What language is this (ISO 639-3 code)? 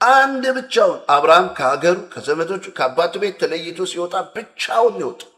amh